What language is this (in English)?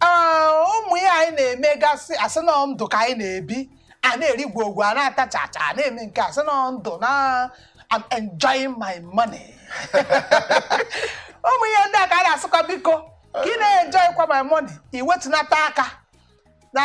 Igbo